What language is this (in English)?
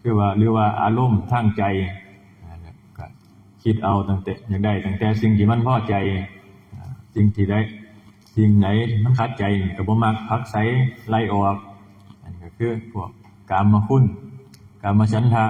Northeastern Thai